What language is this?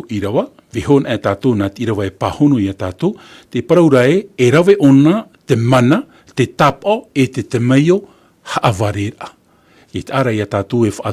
Tahitian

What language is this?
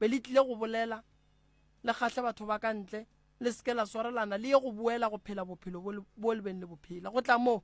Northern Sotho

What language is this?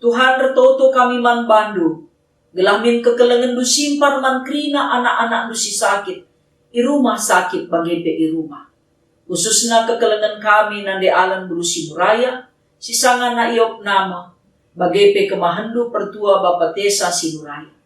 Batak Karo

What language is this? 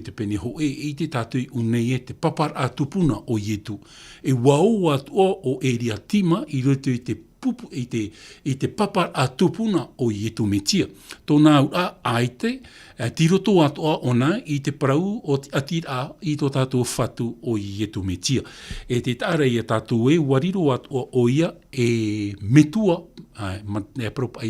Tahitian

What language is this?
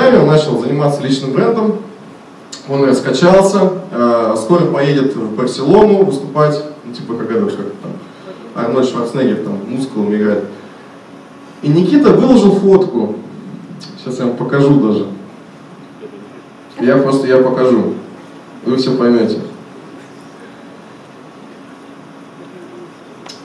Russian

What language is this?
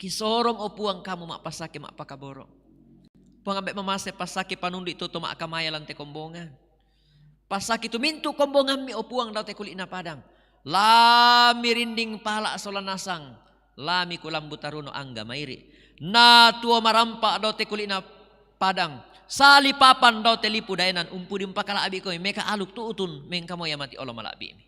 Toraja-Sa'dan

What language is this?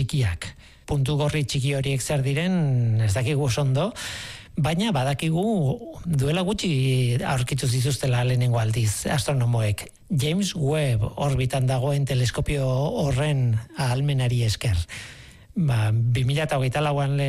Basque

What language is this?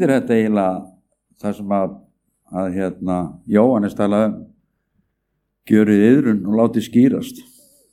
Icelandic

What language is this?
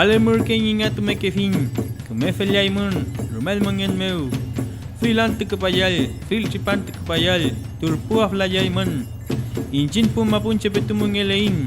Mapuche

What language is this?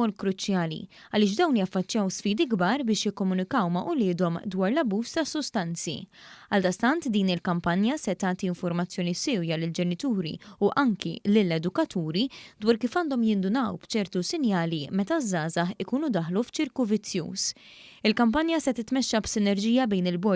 Maltese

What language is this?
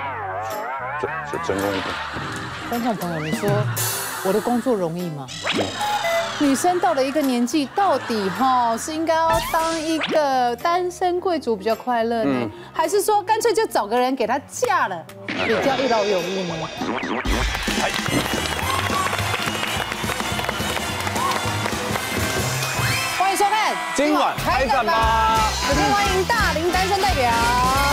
Chinese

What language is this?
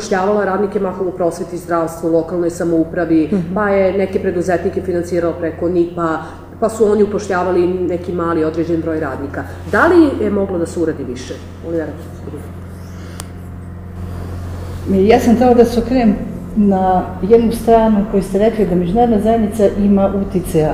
Serbian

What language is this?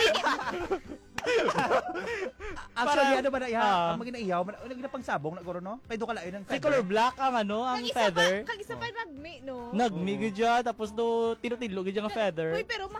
Hiligaynon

